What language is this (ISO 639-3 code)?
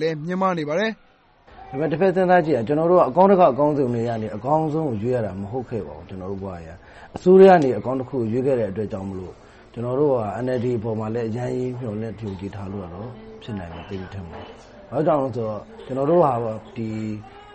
mya